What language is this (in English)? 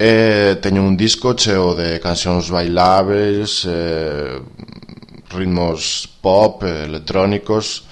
Galician